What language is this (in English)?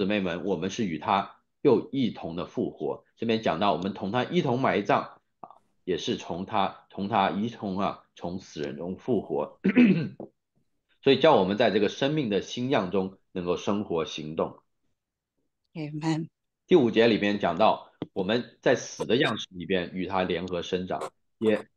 Chinese